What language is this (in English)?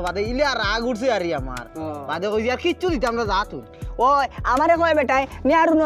Sylheti